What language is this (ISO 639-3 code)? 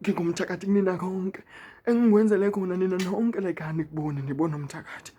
zul